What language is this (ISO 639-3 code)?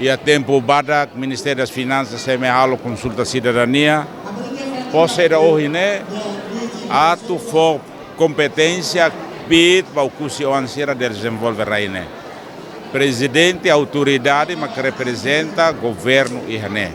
tet